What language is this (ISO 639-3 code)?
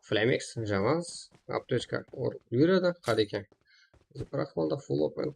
kaa